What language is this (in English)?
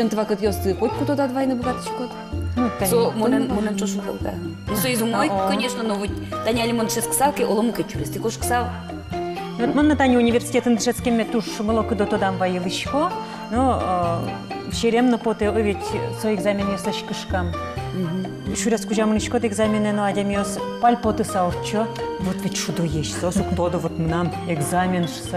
Udmurt